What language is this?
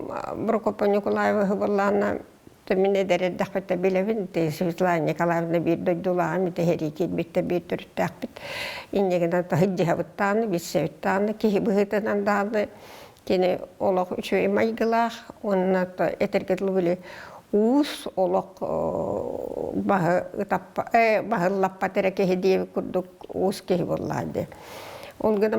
Yakut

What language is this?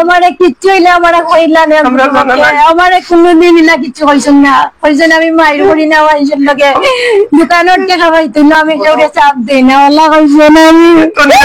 Sylheti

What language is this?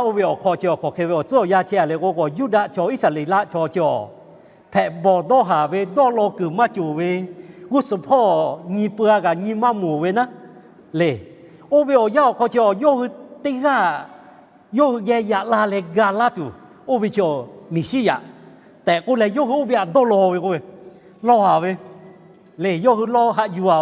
Lahu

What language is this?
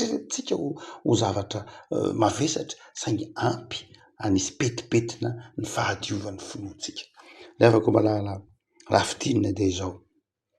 Malagasy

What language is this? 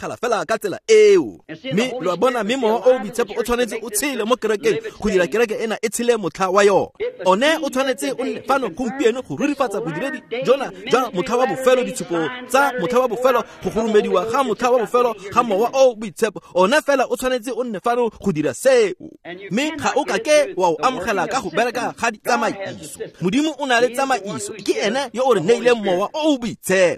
Tswana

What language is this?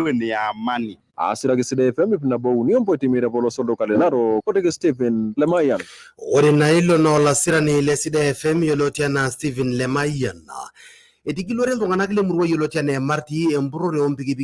Masai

